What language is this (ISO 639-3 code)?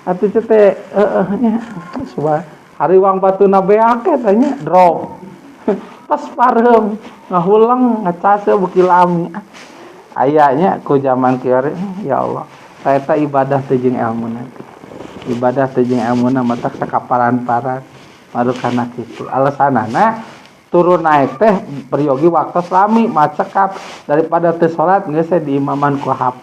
sun